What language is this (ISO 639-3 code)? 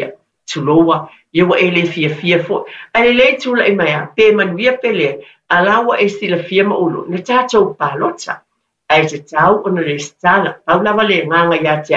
smo